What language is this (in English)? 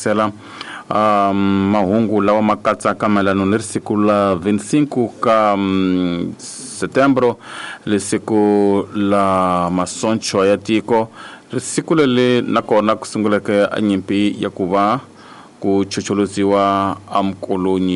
Tsonga